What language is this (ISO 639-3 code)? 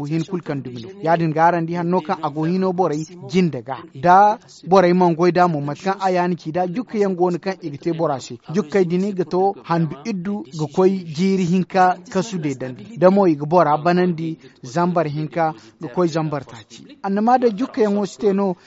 dje